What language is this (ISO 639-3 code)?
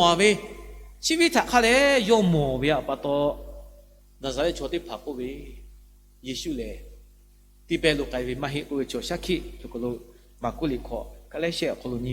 lhu